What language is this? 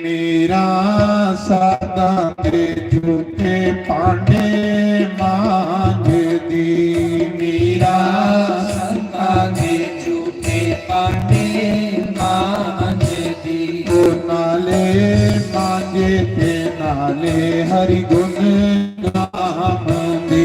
Dogri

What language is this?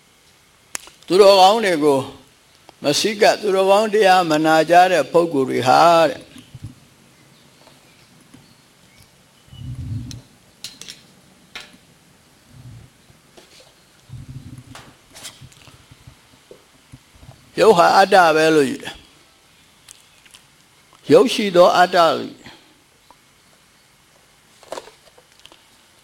Burmese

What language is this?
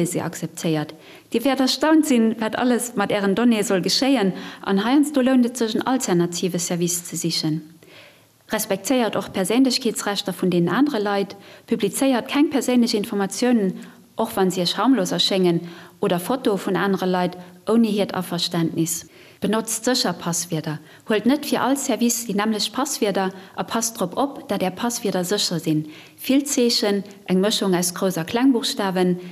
Luxembourgish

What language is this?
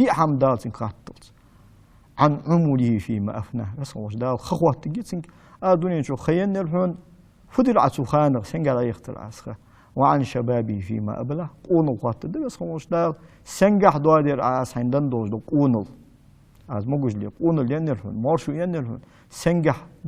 Ingush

